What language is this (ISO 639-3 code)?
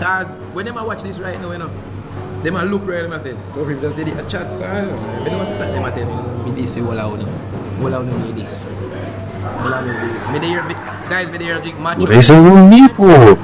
jam